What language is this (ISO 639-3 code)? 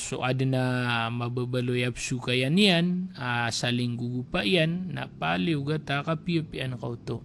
mrw